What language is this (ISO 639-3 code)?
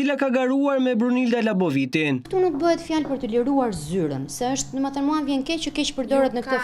sqi